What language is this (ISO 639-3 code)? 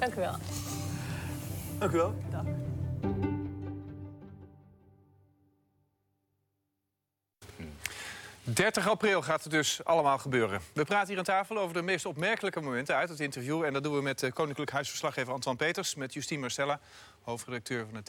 nld